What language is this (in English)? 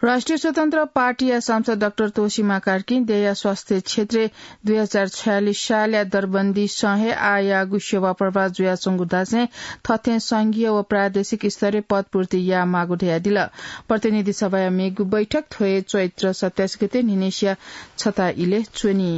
Newari